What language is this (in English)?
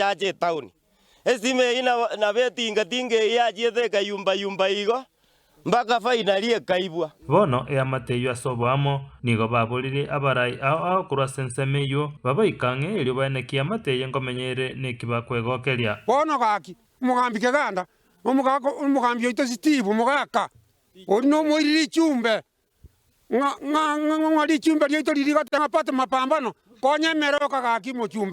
Gusii